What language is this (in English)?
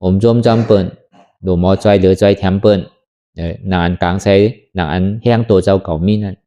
Shan